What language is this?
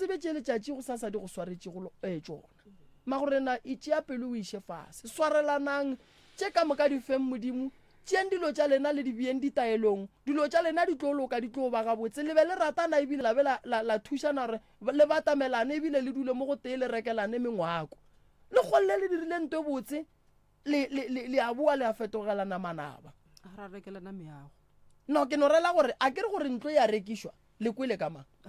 Northern Sotho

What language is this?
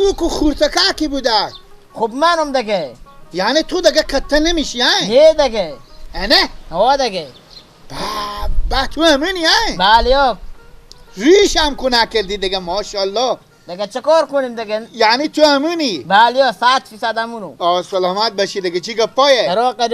Persian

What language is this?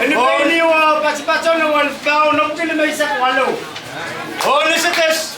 Pohnpeian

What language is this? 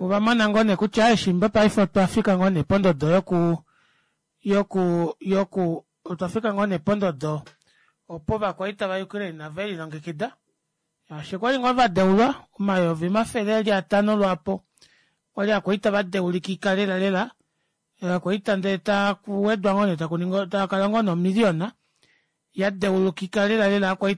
Kuanyama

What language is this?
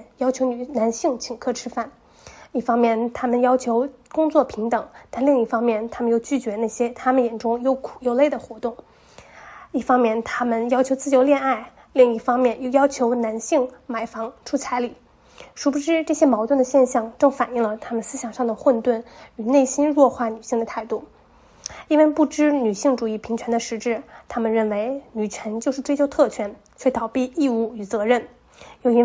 Chinese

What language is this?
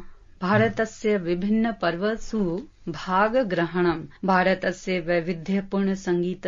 Sanskrit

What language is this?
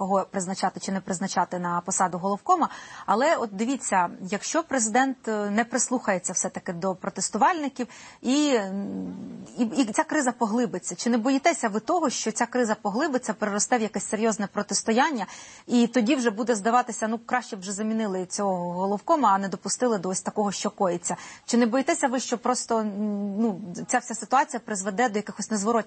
Ukrainian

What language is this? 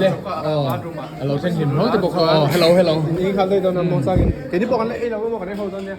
Mizo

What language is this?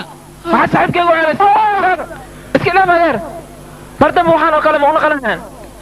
Somali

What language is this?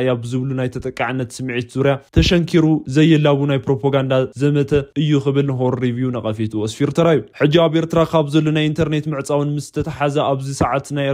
Tigrinya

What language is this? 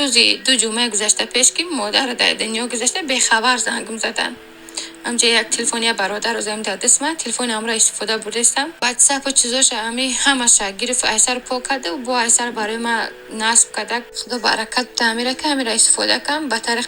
Tajik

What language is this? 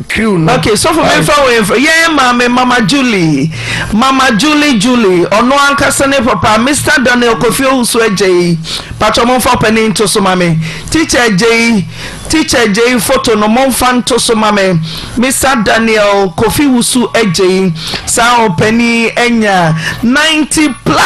Akan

